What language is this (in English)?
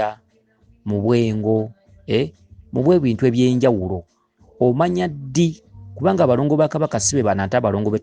Ganda